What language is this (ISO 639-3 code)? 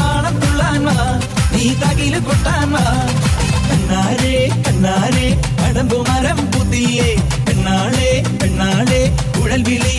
mal